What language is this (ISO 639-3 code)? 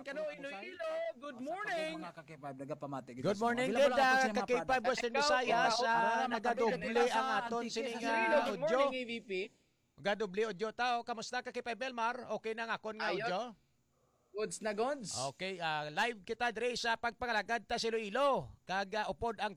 hil